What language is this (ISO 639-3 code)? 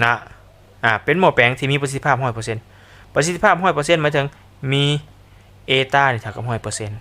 lao